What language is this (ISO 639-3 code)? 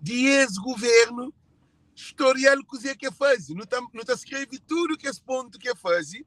kea